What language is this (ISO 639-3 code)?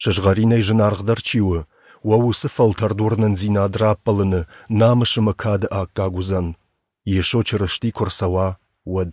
oss